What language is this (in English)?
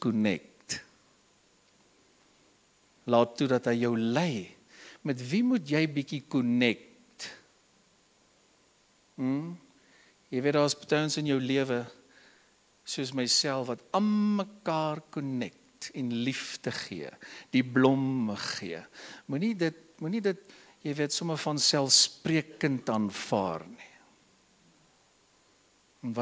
Afrikaans